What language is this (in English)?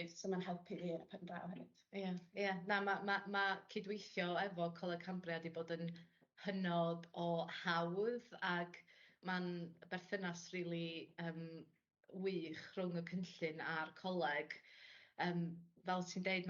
Welsh